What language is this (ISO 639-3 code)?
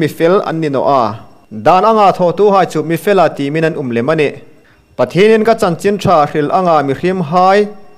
hmr